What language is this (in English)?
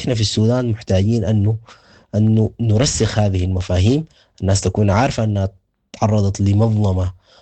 Sudanese Arabic